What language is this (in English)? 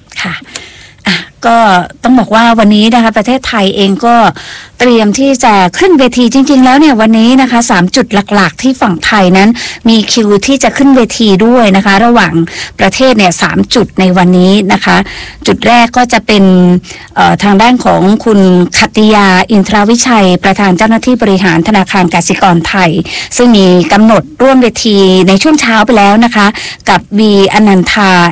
Thai